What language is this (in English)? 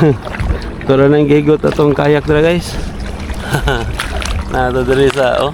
Cebuano